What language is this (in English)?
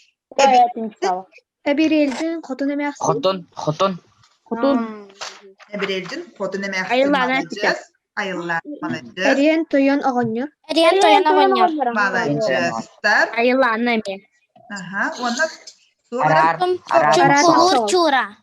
Yakut